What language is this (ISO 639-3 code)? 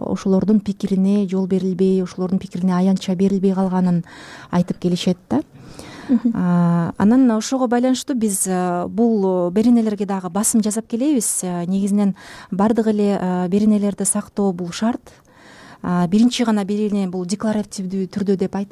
kir